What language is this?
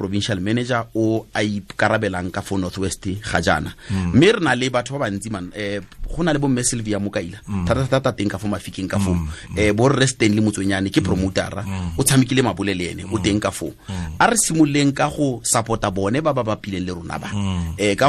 Tswana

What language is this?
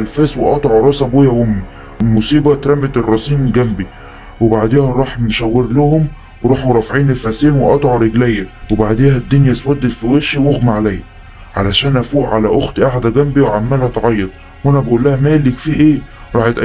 Egyptian Arabic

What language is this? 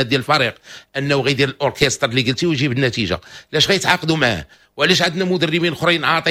Moroccan Arabic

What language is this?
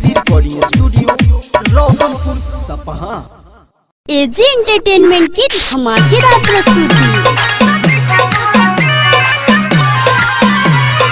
Bhojpuri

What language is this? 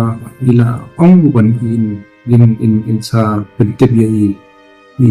Khasi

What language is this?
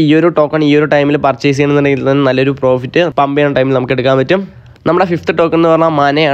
Malayalam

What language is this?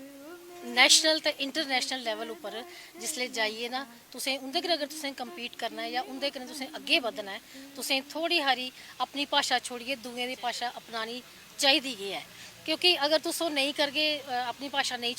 Dogri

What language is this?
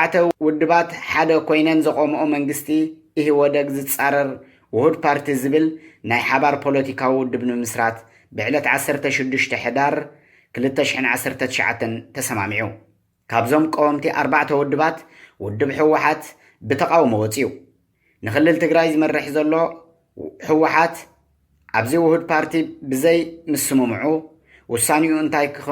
Tigrinya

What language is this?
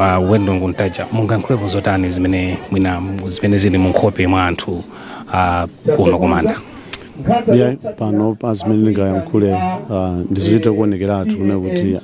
Nyanja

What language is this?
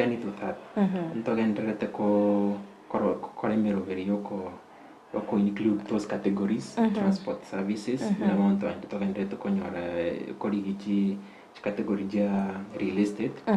Gusii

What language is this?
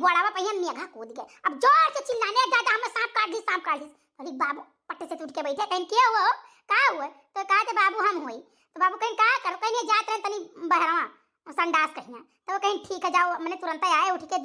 Awadhi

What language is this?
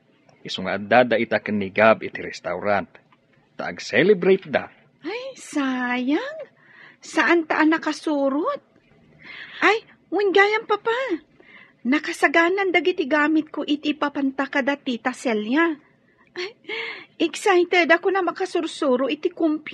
Iloko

